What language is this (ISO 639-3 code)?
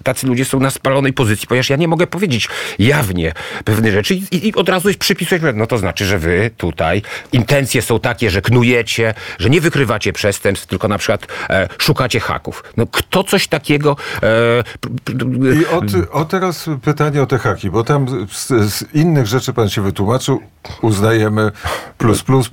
pol